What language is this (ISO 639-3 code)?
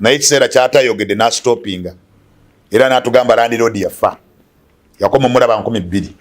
lug